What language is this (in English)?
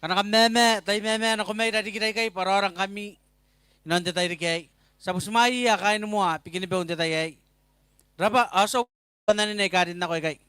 Gilbertese